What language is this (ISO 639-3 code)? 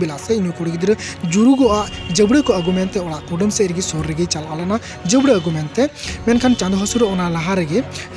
sat